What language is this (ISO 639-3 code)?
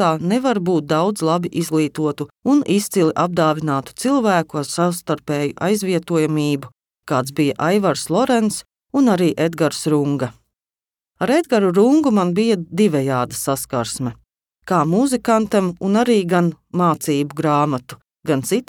lav